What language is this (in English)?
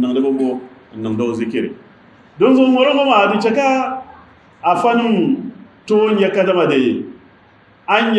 Dagbani